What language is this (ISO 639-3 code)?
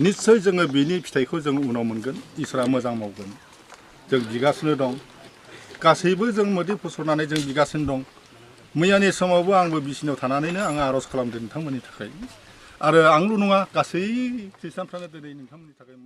brx